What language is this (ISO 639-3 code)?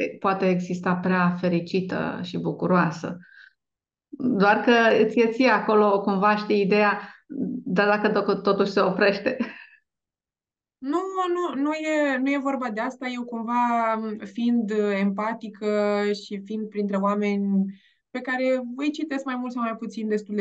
ron